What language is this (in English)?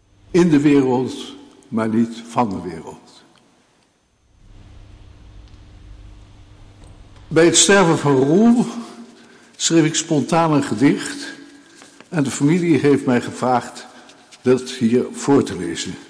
Dutch